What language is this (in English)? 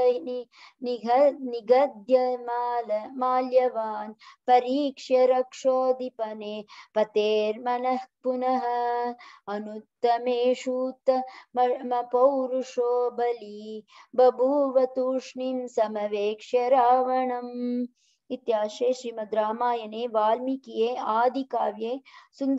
Sanskrit